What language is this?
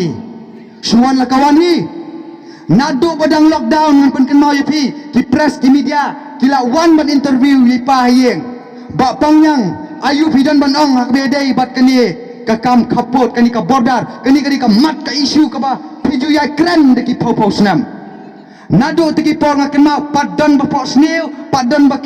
Khasi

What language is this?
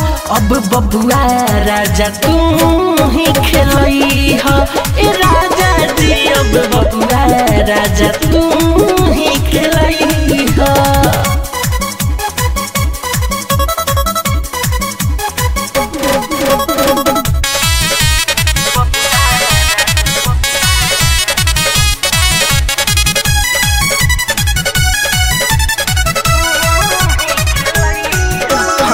Bhojpuri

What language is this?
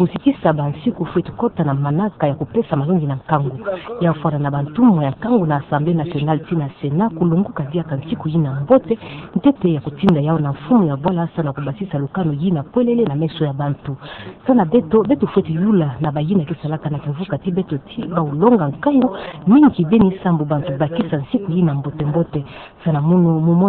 Kituba (Democratic Republic of Congo)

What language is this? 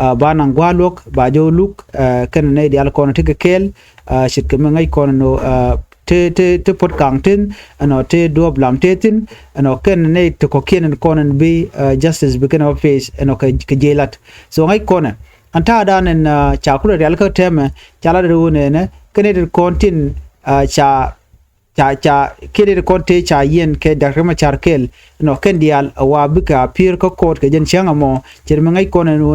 Nuer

